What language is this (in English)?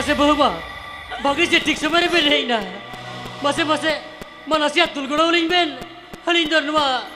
Santali